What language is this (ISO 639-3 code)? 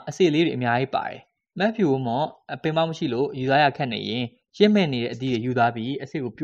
mya